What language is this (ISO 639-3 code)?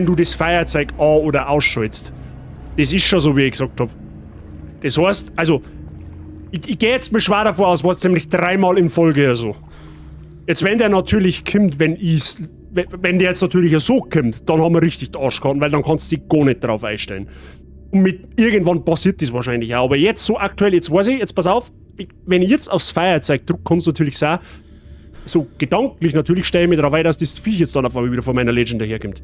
bar